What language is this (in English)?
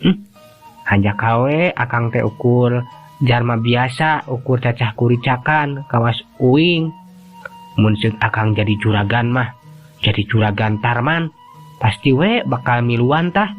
Sundanese